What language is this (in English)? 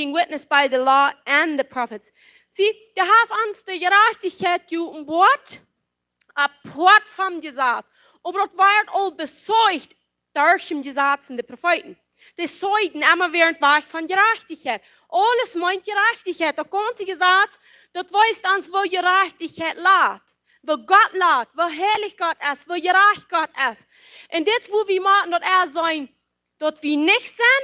Plautdietsch